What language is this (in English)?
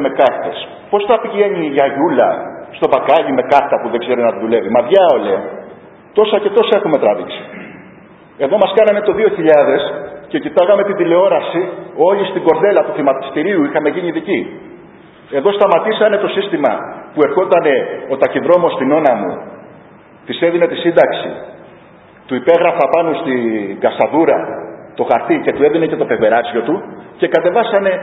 Greek